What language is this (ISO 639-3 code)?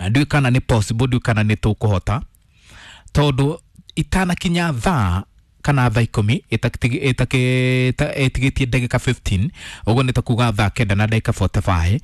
kik